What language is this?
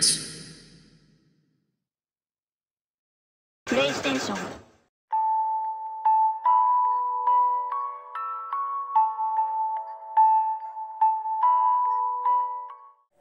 Indonesian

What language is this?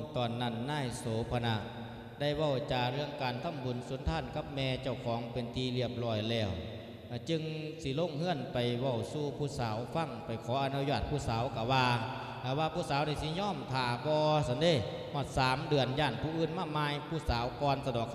Lao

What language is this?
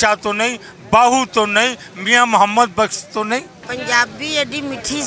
Western Panjabi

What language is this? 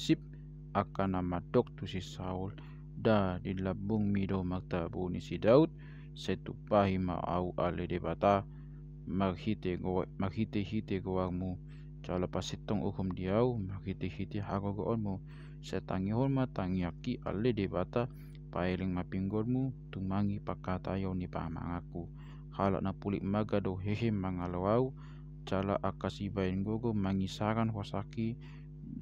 Batak Toba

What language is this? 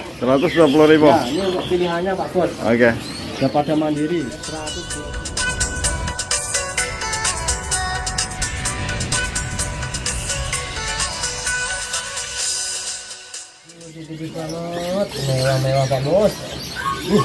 Indonesian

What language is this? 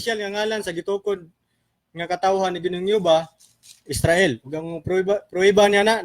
Cebuano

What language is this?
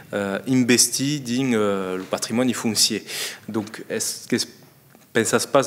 Occitan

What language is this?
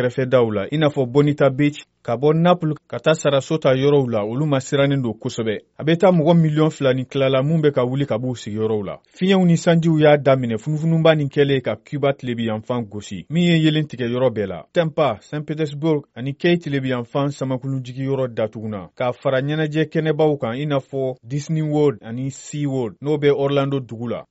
Bambara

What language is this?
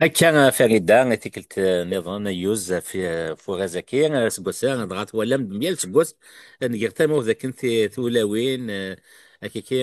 Kabyle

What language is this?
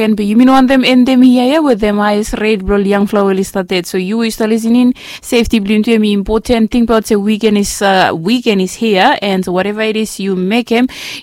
Bislama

